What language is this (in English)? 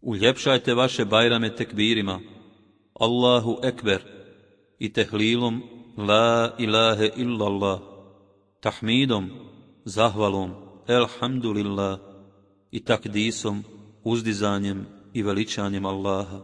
Bosnian